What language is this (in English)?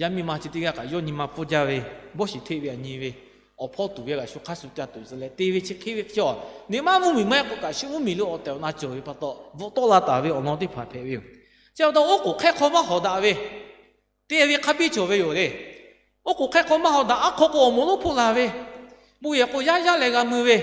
Lahu